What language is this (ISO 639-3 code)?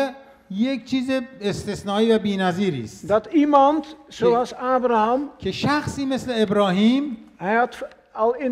fas